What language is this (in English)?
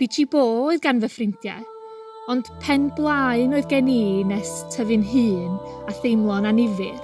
Welsh